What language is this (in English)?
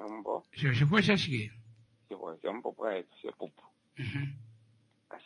Kuanyama